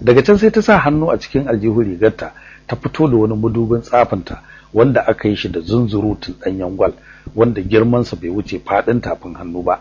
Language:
Hausa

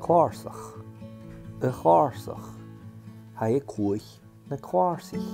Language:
Scottish Gaelic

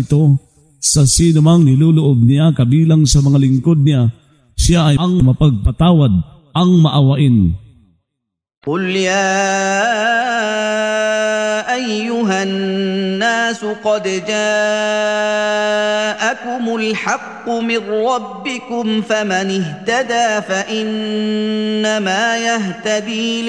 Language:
Filipino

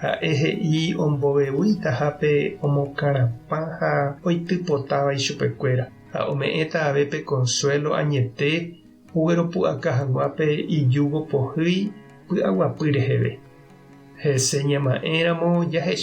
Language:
Guarani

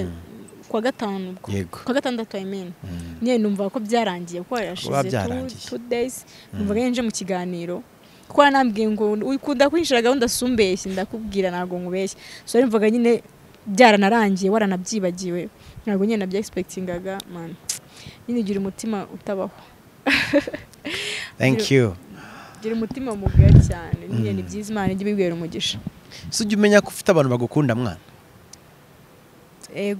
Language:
Kinyarwanda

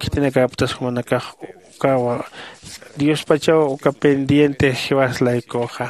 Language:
Aymara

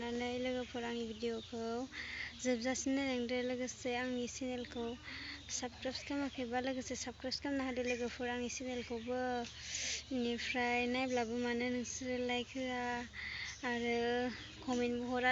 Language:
Bodo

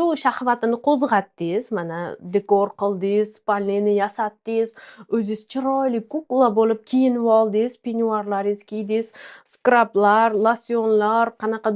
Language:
Uzbek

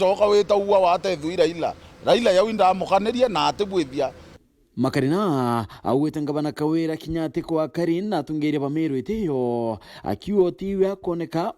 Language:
Meru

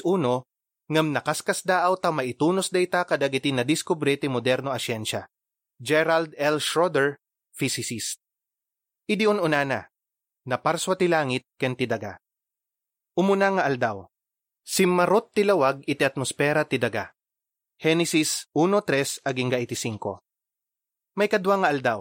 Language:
Iloko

